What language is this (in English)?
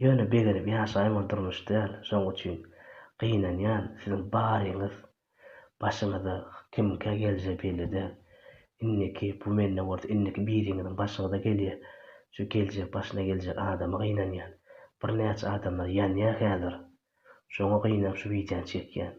Turkmen